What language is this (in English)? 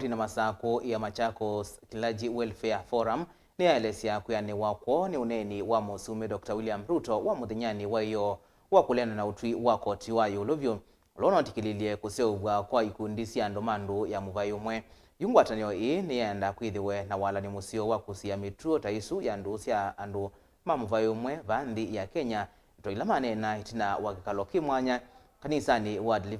Kamba